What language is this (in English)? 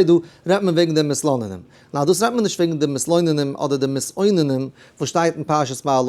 Yiddish